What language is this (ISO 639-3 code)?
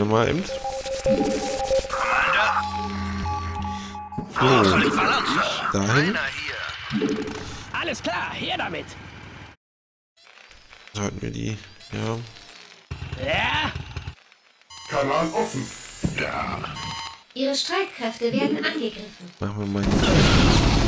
deu